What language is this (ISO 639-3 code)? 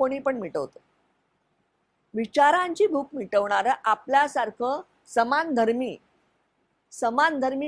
mar